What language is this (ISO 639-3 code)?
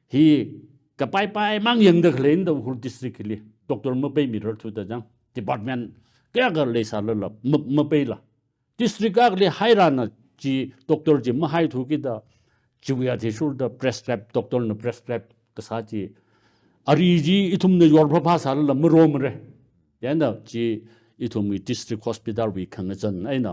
nmf